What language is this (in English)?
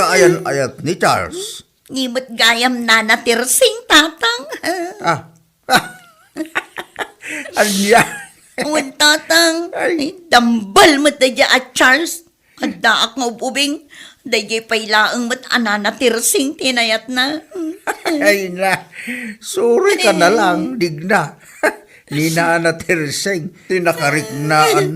Iloko